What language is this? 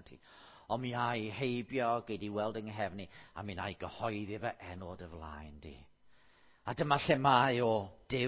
Welsh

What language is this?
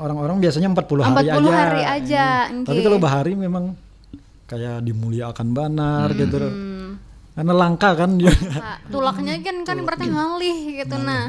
Banjar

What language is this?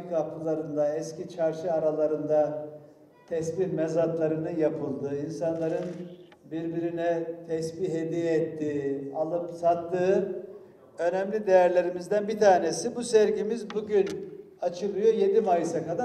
Turkish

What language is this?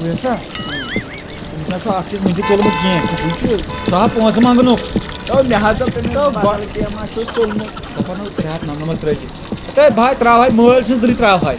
Kashmiri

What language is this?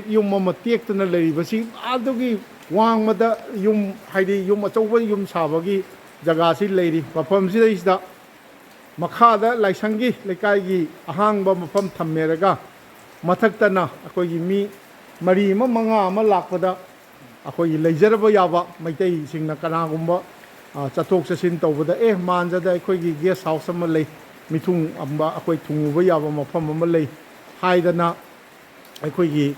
Manipuri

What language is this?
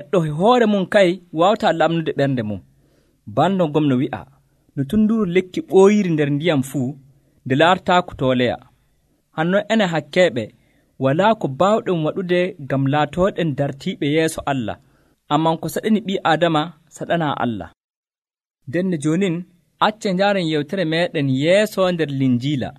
Nigerian Fulfulde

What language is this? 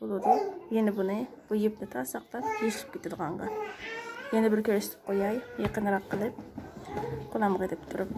Uyghur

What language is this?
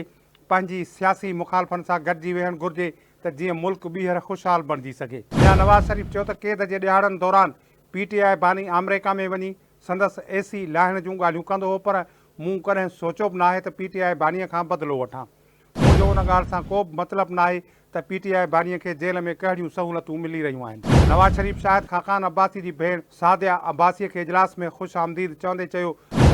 Sindhi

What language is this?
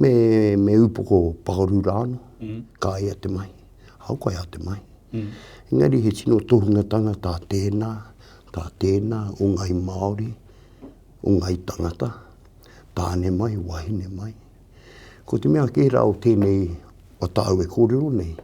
Māori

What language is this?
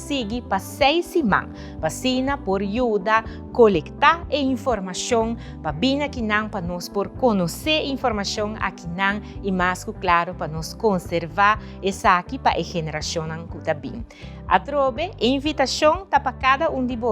Papiamento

